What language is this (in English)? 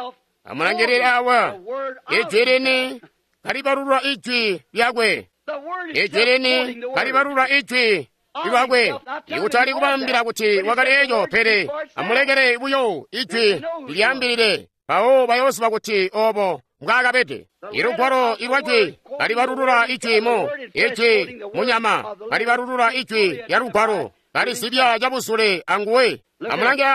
Tonga (Zambia)